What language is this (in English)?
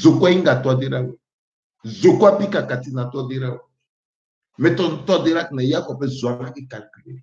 Sango